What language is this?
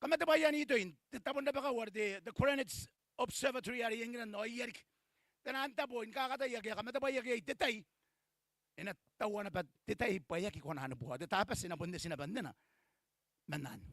Gilbertese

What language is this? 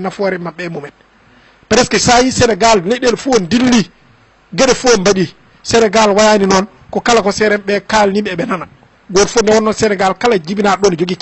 Fula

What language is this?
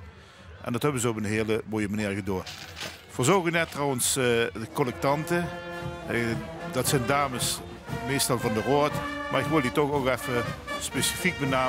Limburgish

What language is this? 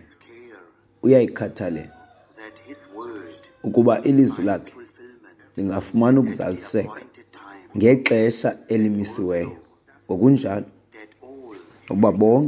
Xhosa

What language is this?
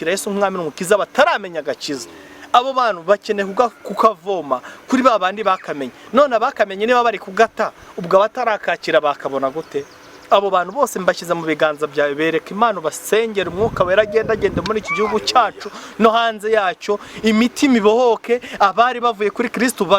Kinyarwanda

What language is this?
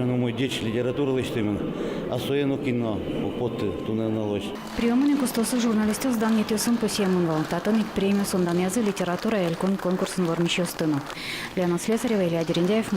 Udmurt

